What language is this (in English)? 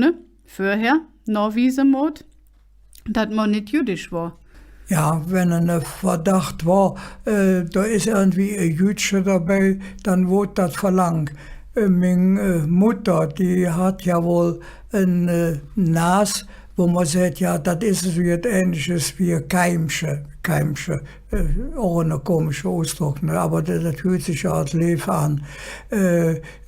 Colognian